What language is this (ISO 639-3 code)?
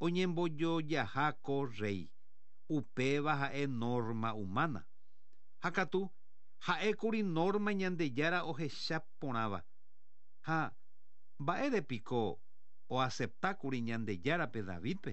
grn